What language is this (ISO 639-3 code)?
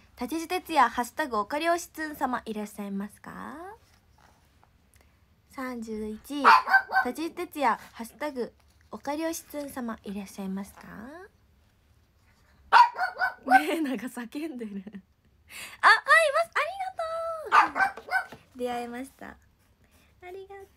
jpn